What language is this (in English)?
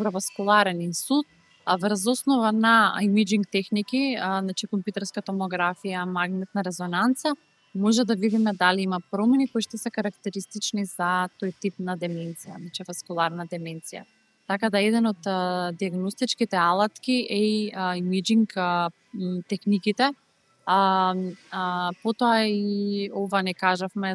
Macedonian